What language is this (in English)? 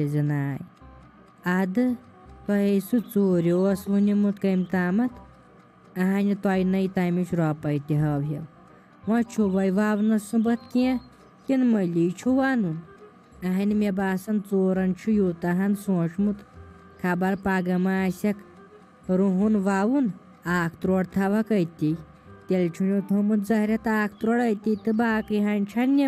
Kashmiri